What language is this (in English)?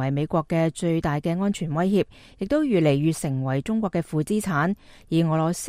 Cantonese